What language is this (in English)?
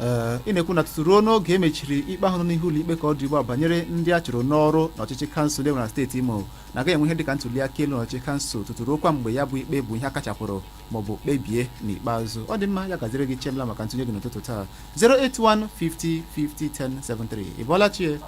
Igbo